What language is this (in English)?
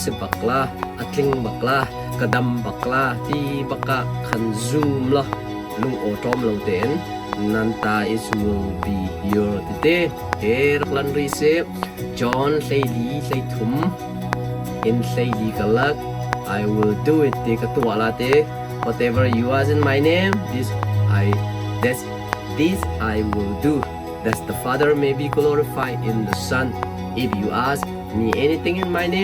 Hakha Chin